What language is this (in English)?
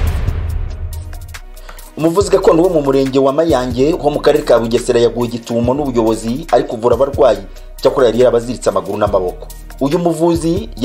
Kinyarwanda